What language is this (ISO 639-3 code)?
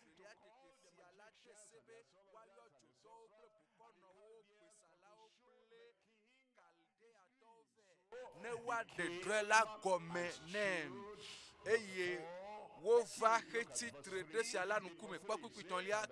ewe